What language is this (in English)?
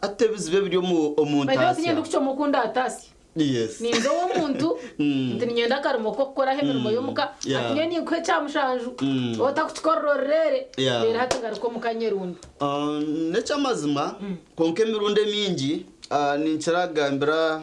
Nyankole